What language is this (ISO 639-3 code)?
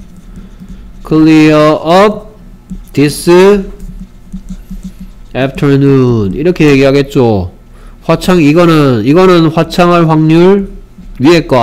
kor